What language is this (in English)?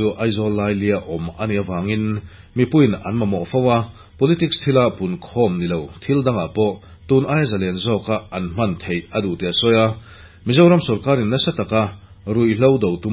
Mizo